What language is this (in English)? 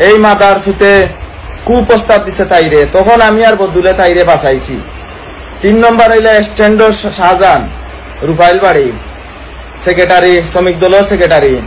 Sylheti